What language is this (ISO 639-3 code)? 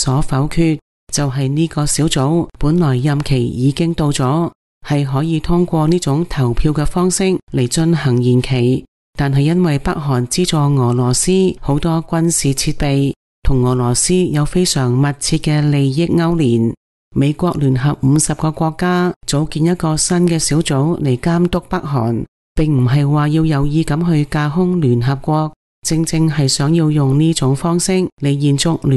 yue